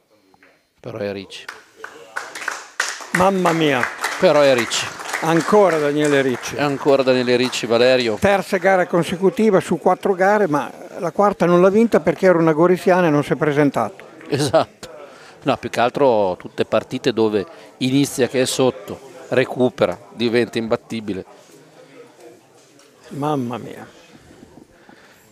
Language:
Italian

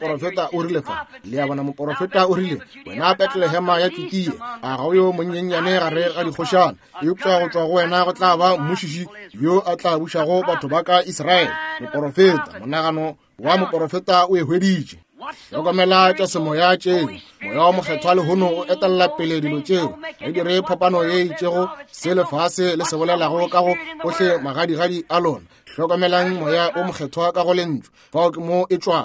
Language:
Northern Sotho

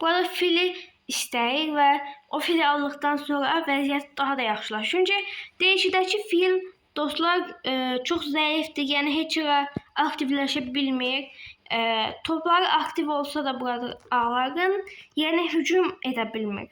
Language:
Azerbaijani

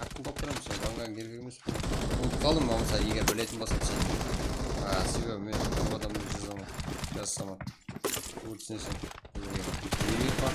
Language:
Kara-Kalpak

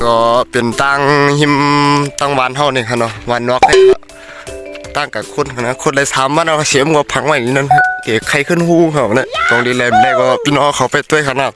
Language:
Shan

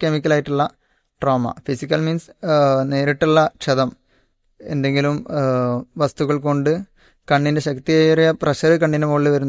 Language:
Malayalam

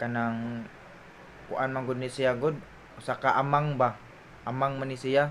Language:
Cebuano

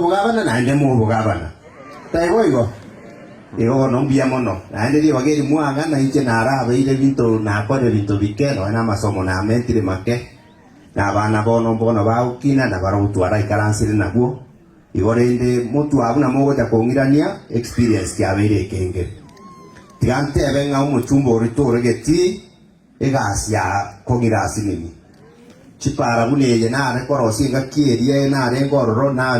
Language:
Gusii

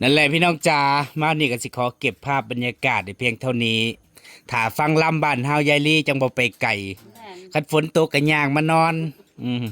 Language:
Northeastern Thai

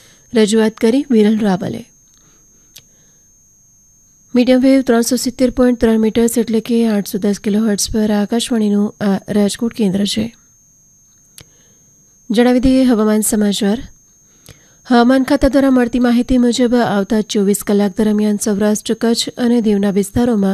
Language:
Gujarati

